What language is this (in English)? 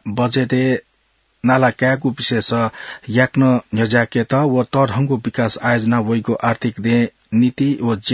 Newari